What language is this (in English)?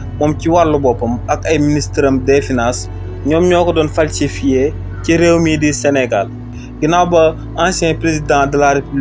Wolof